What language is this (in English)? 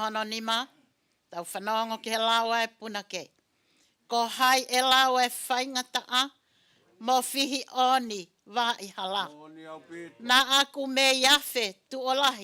Tongan